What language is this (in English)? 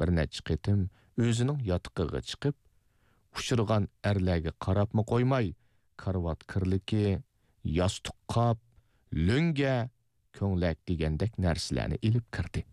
Uyghur